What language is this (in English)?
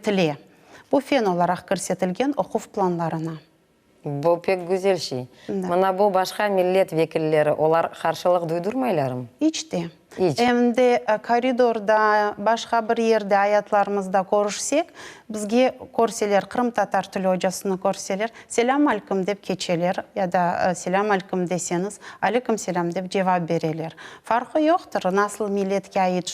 Crimean Tatar